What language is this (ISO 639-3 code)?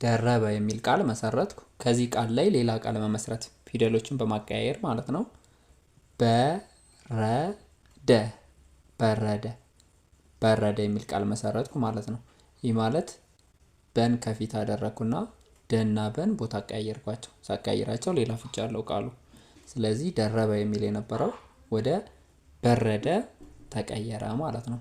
amh